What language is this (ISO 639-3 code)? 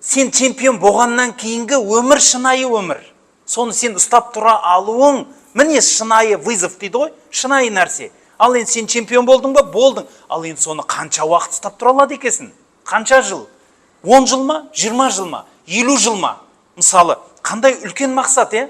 kaz